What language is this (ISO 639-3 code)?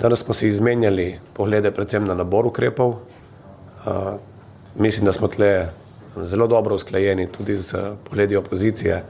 slv